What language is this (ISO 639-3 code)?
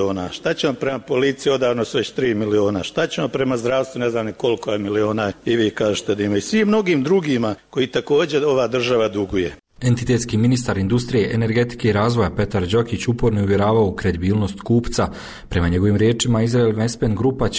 bos